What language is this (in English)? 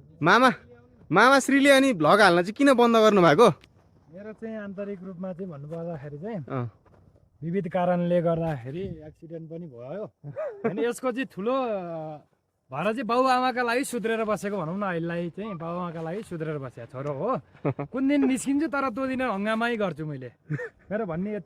Nepali